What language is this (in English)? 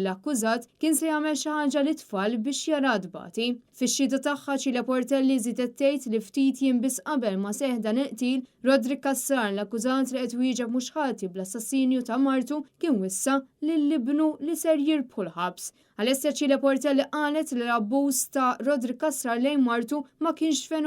Maltese